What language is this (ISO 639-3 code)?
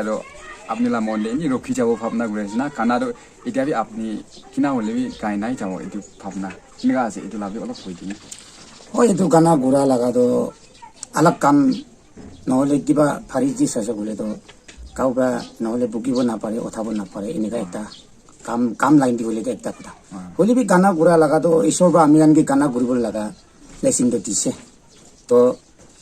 nag